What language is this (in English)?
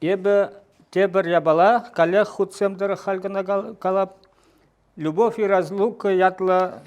Chuvash